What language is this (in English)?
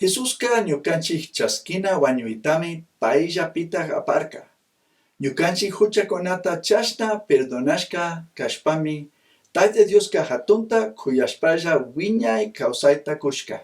Chimborazo Highland Quichua